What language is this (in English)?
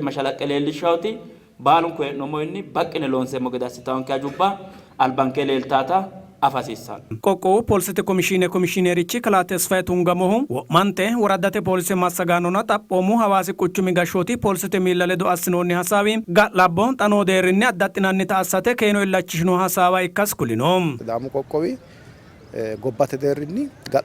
Sidamo